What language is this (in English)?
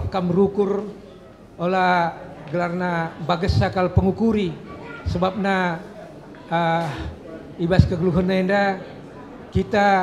Batak Karo